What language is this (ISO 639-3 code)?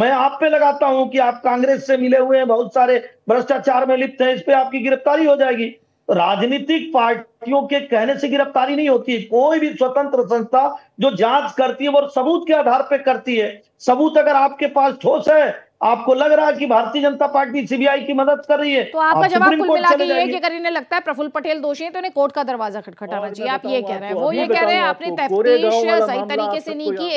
hin